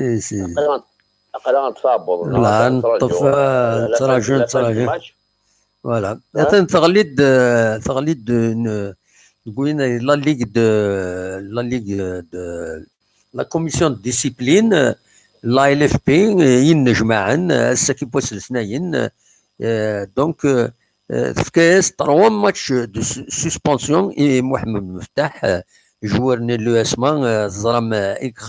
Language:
Kabyle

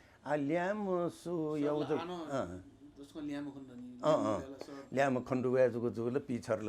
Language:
Newari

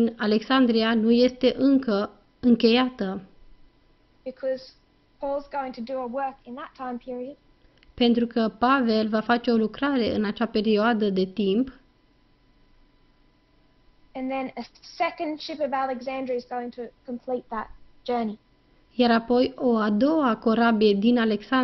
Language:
Romanian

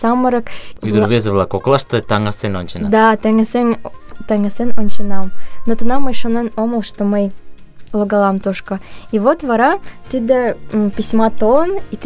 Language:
Mari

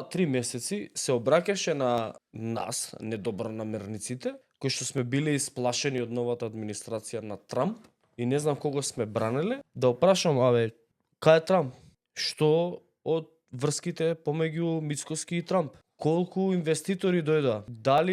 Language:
Macedonian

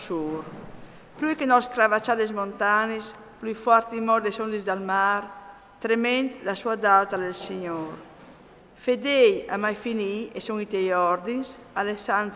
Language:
Friulian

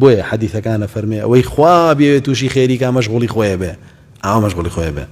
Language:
Central Kurdish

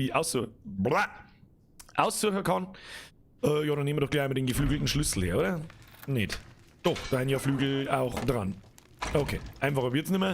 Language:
Bavarian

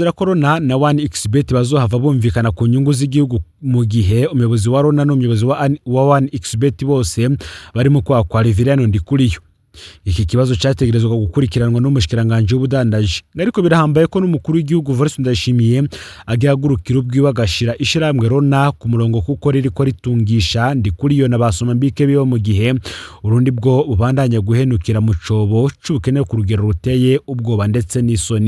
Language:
Rundi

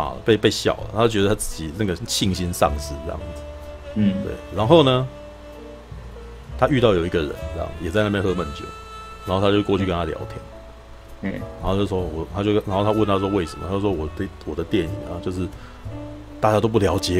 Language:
Chinese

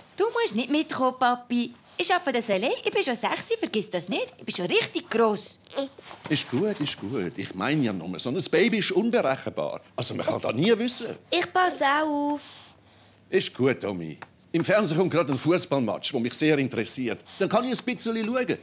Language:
Swiss German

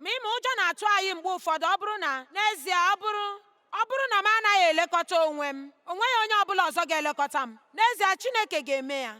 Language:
Igbo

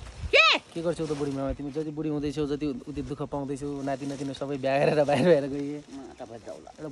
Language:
Nepali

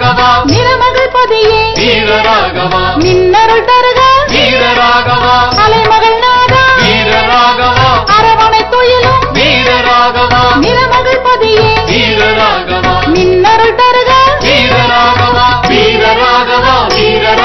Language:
Tamil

